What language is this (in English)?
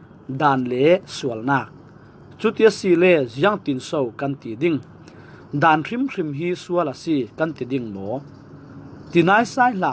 Falam Chin